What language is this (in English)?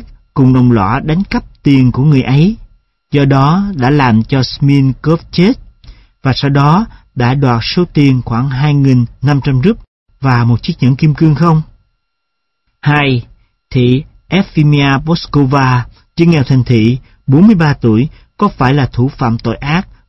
Vietnamese